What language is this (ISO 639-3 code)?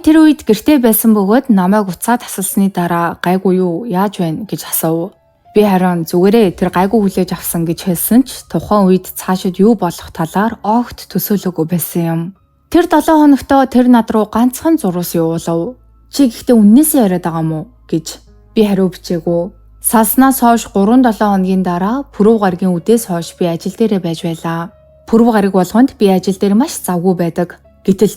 mon